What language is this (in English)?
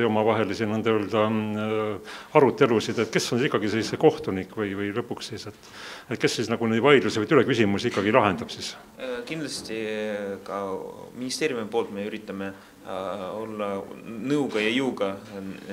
Estonian